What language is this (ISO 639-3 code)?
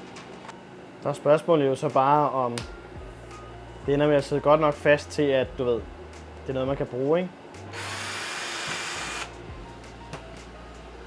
dan